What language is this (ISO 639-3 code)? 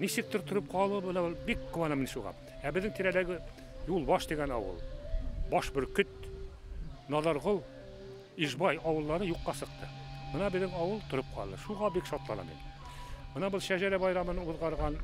bak